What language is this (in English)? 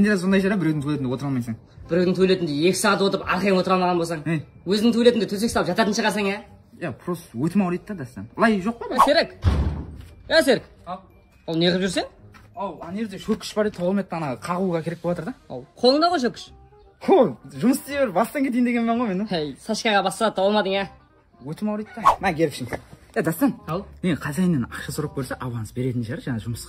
Kara-Kalpak